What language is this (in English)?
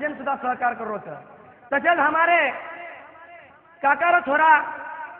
Lambadi